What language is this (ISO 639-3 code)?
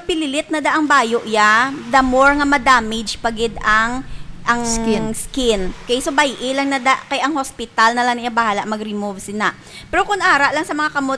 hil